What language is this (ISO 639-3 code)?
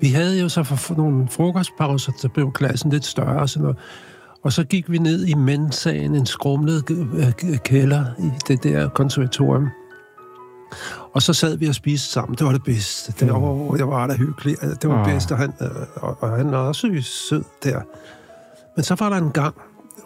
dan